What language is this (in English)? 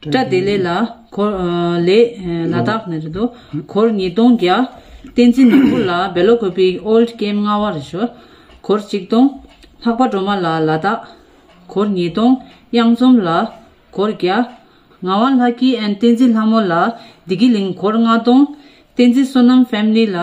Tibetan